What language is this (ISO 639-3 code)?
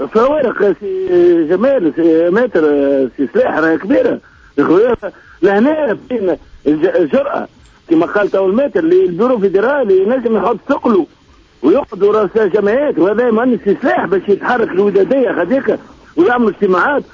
aeb